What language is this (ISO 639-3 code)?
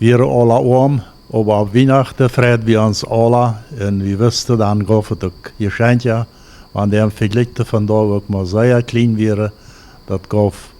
pdt